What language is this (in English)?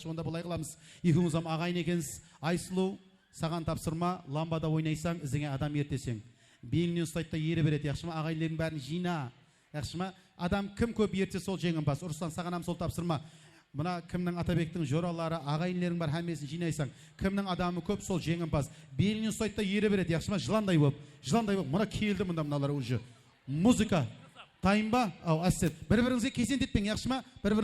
Kara-Kalpak